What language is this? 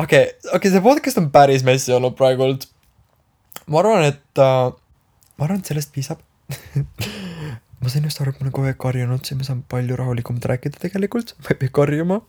Estonian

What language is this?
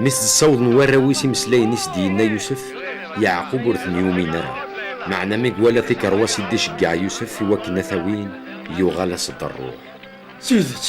Kabyle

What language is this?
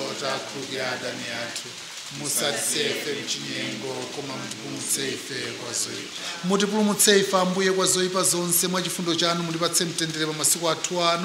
Nyanja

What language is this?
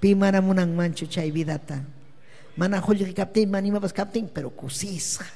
Ayacucho Quechua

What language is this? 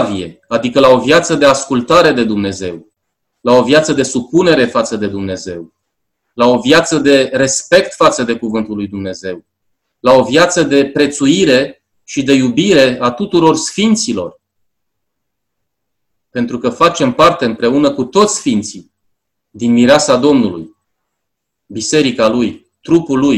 Romanian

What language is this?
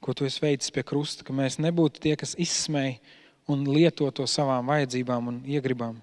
Latvian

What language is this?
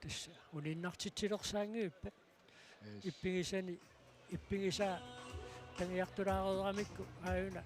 Kalaallisut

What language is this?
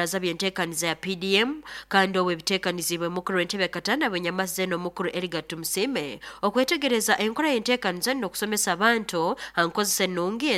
Nyoro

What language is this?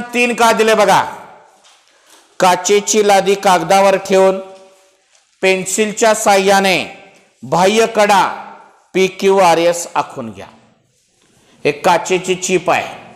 Marathi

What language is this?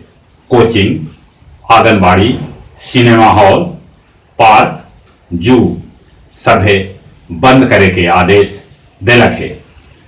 Magahi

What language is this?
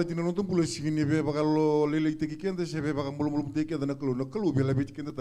Fijian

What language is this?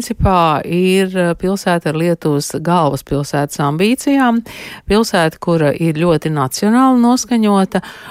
Latvian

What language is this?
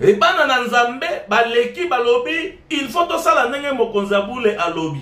Lingala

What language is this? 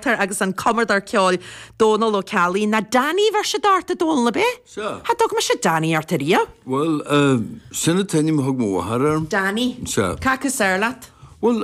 Irish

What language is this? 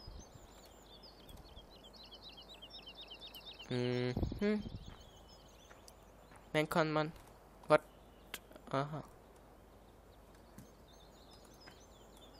Swedish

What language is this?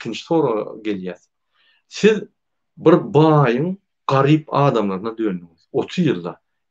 Turkmen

